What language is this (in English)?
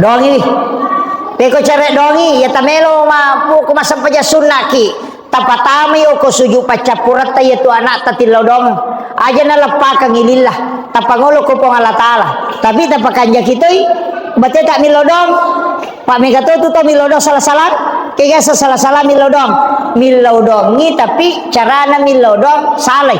Buginese